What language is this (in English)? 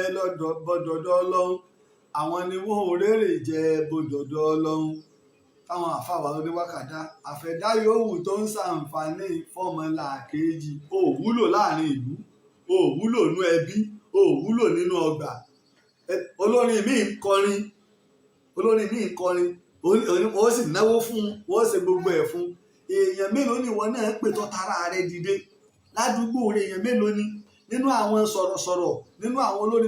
Yoruba